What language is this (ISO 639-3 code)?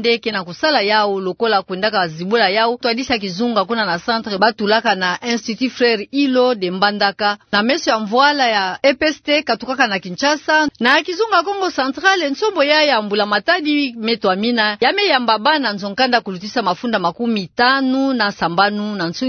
ktu